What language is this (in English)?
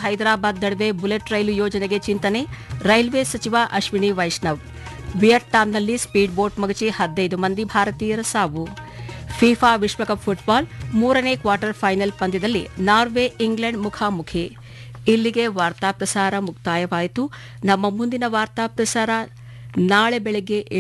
Kannada